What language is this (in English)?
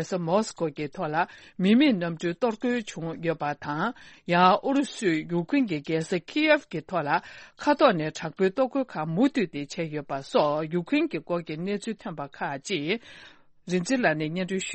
Tibetan